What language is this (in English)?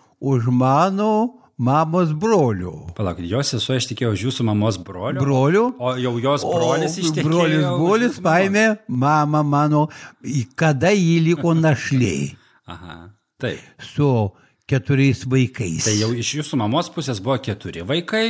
Lithuanian